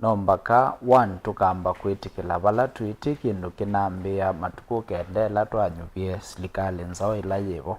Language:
Kamba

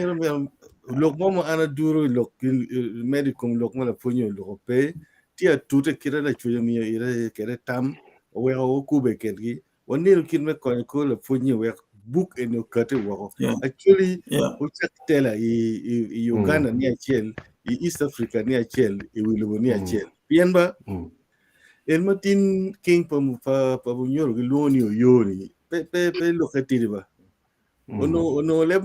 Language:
Acoli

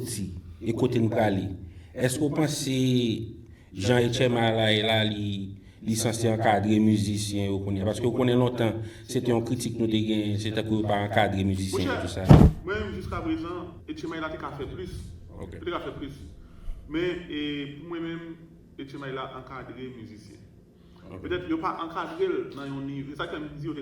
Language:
Haitian Creole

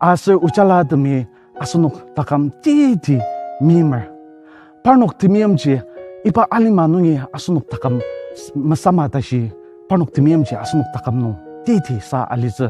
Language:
Ao Naga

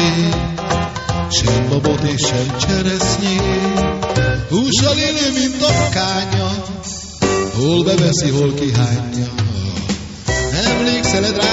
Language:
Hungarian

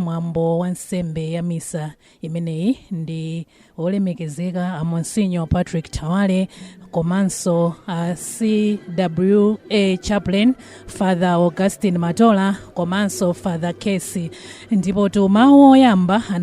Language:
Nyanja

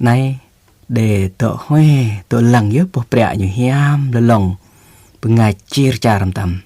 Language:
Jarai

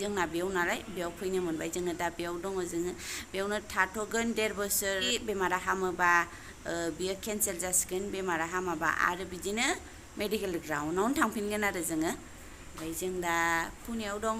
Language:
Bodo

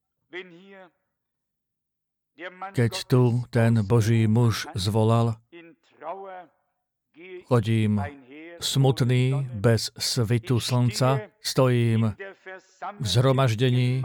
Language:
Slovak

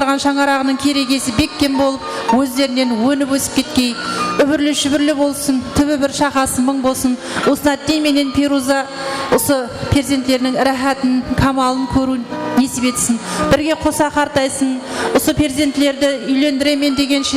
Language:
Kara-Kalpak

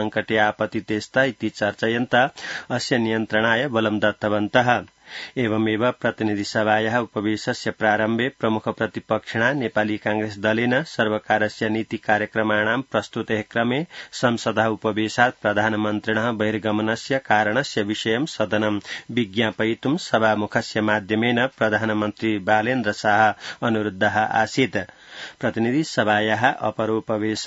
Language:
Sanskrit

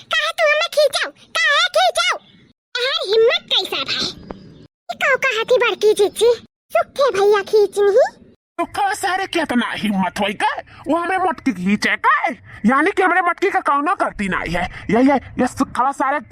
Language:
Awadhi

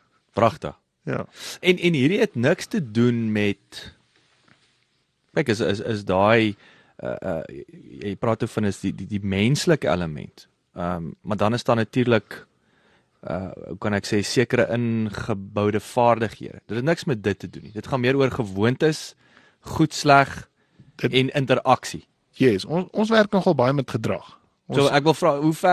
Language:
Afrikaans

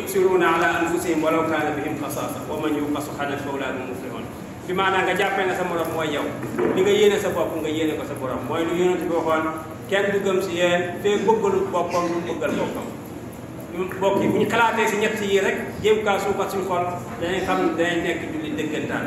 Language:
Wolof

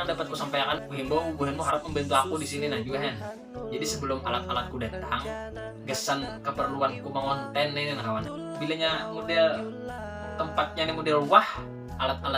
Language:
Banjar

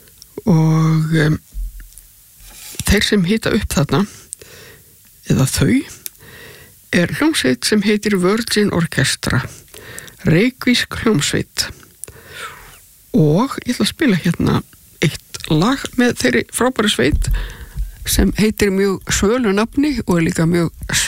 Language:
Icelandic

